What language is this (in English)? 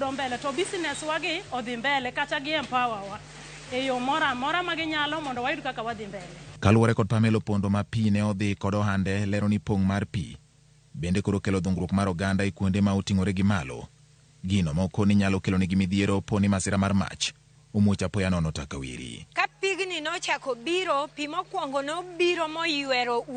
Luo (Kenya and Tanzania)